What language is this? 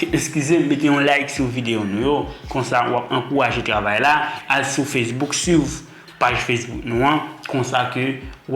Haitian Creole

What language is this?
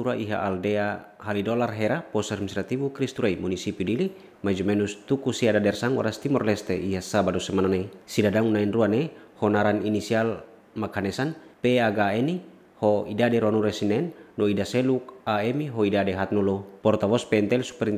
Tetum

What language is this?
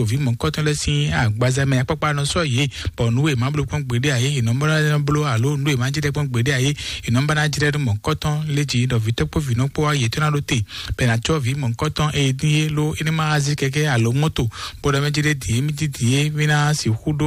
Fon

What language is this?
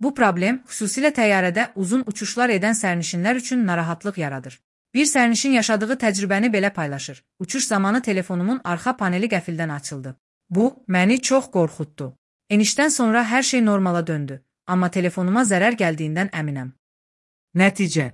Azerbaijani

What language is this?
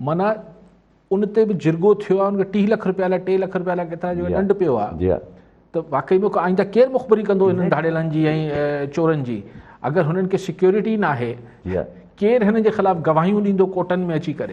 Sindhi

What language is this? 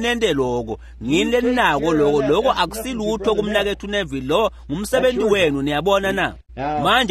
Swati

